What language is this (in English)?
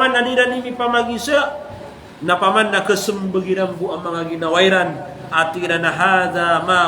Maranao